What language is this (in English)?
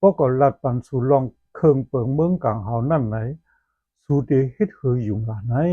Shan